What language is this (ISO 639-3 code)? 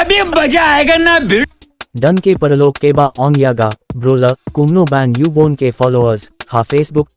kha